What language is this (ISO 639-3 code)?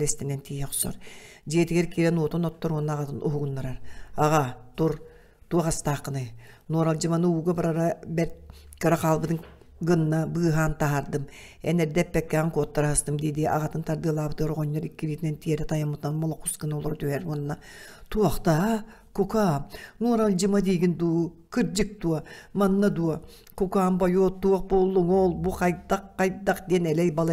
sah